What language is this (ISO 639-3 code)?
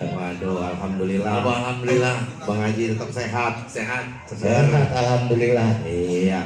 bew